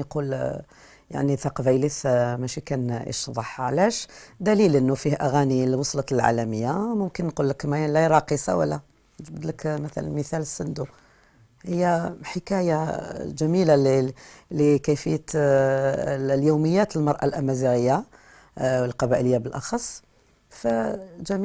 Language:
Algerian Arabic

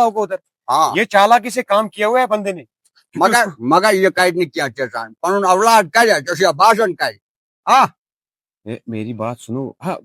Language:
Kashmiri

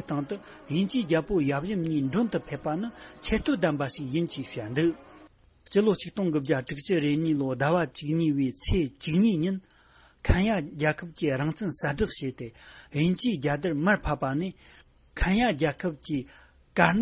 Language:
Tibetan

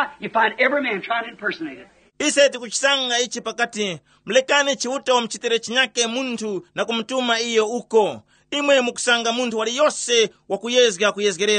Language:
Tumbuka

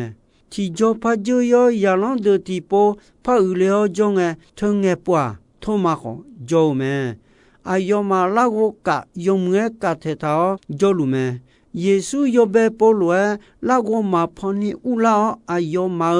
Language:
Akha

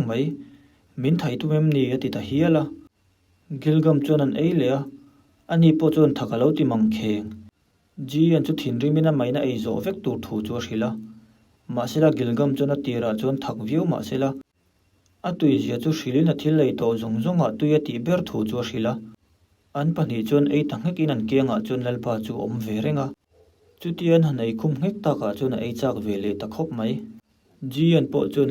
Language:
Mizo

